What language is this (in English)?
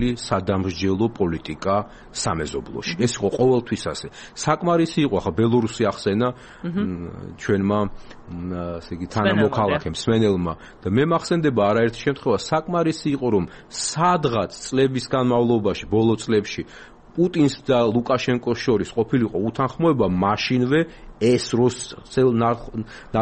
Georgian